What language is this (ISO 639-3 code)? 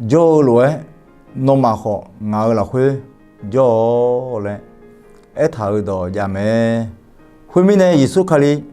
ahk